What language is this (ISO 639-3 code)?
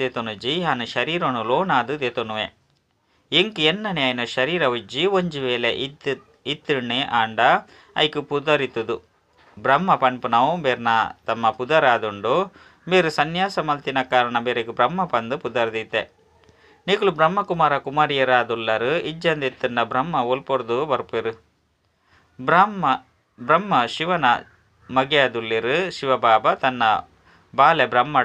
tcy